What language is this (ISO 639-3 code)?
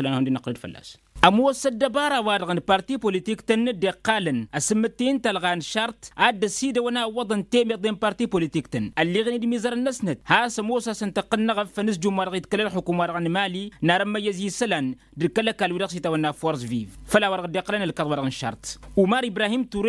taq